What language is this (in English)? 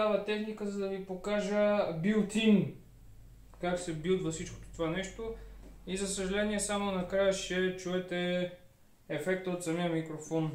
Bulgarian